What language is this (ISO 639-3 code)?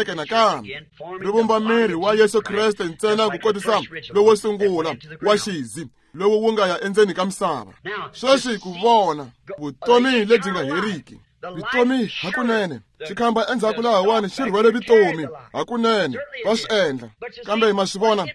tso